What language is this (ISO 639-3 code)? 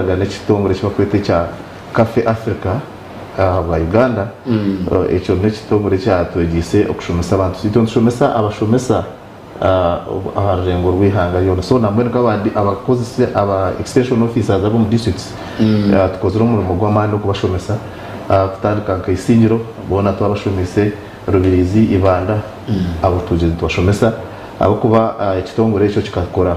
nyn